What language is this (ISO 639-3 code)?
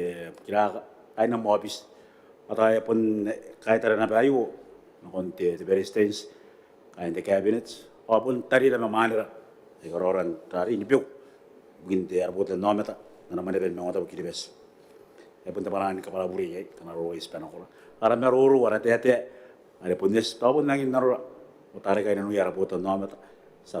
gil